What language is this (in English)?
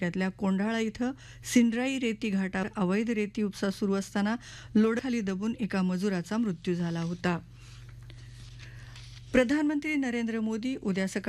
Marathi